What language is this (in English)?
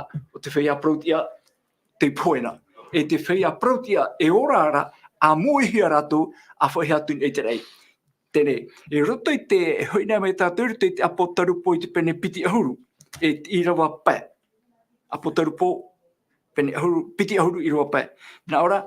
Tahitian